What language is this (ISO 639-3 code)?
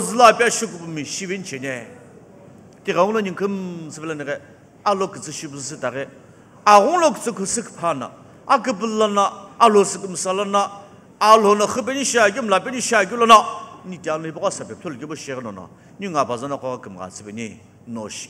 nsm